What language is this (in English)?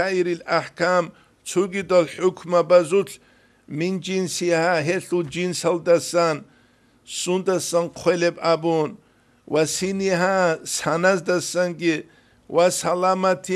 Avaric